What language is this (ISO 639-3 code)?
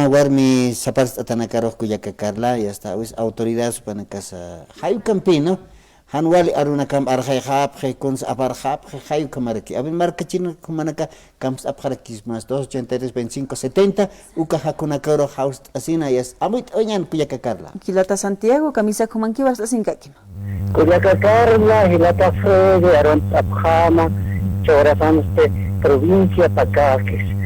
aym